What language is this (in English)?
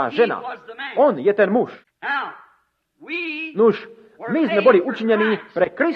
Slovak